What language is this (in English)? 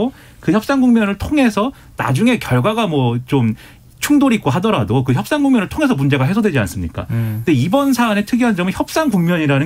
Korean